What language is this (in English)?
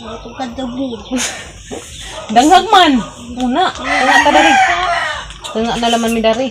Cebuano